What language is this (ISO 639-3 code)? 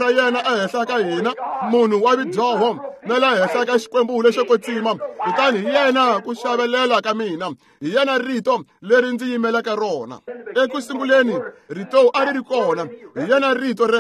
tso